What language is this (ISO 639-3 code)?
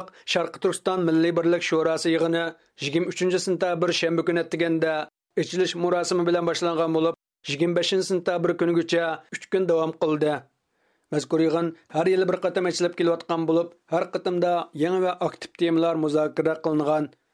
uig